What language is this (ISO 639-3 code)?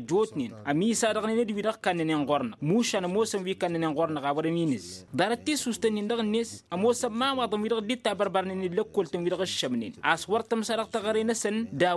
taq